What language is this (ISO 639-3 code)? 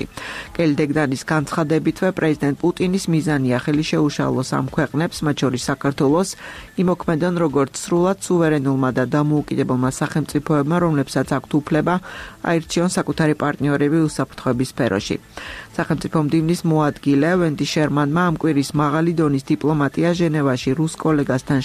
kat